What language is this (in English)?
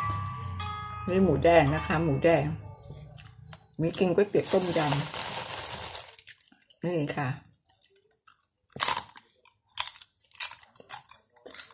Thai